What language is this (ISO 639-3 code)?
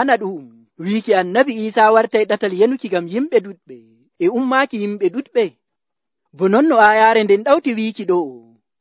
fuv